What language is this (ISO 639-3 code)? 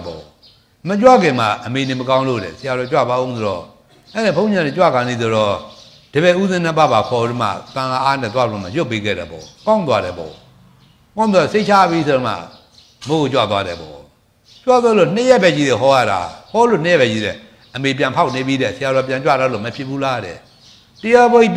mya